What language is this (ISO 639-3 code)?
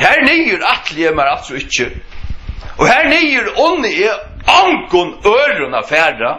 fao